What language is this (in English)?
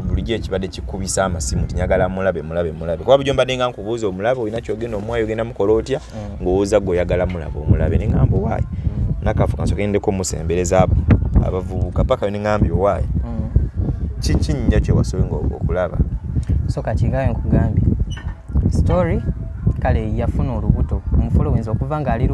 Ganda